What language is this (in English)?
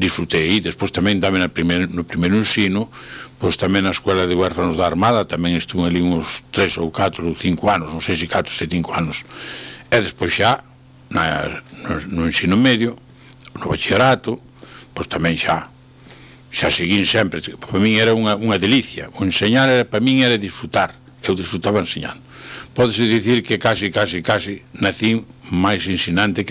Galician